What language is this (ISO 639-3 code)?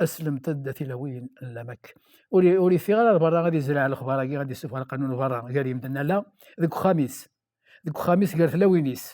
kab